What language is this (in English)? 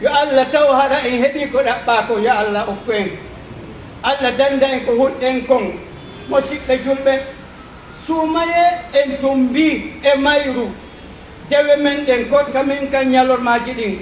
Pular